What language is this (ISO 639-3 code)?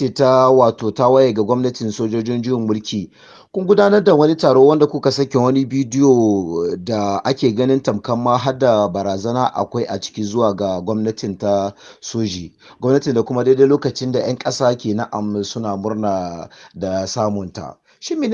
hau